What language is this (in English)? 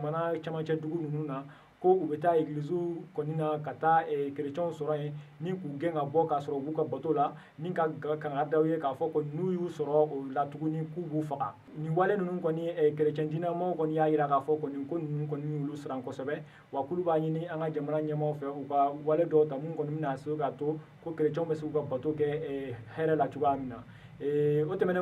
Bambara